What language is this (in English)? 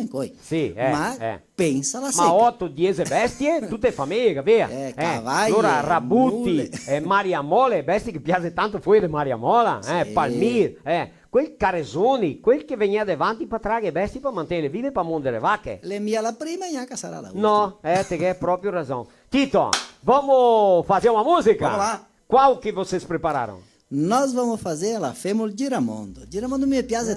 Venetian